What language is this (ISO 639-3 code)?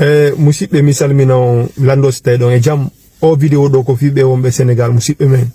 ful